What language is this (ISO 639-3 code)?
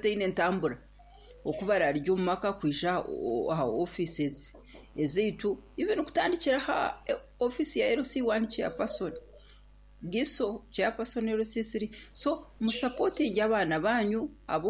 nyn